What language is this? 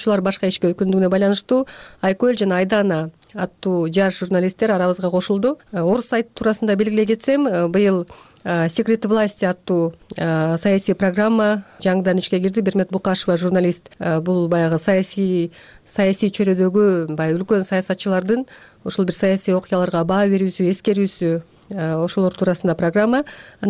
Kyrgyz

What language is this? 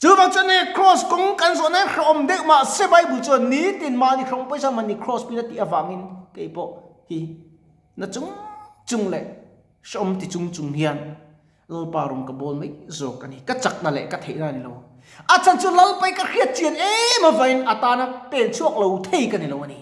Mizo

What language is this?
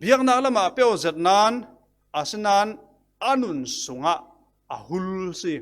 Falam Chin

